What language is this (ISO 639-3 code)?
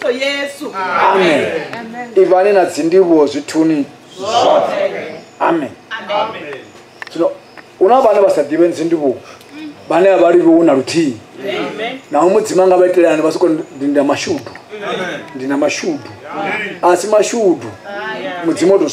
ven